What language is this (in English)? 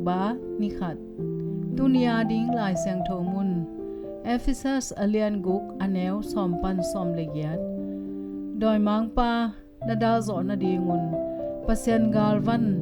Tedim Chin